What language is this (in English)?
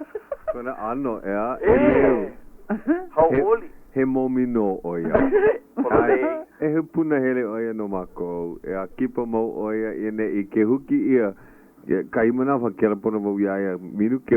Hawaiian